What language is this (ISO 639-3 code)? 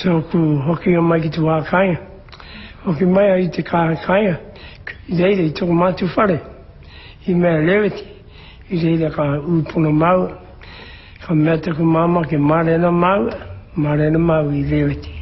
mri